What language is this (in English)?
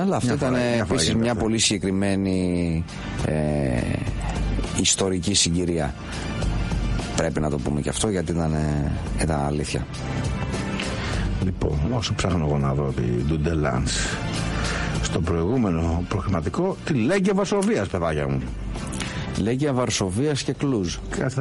Greek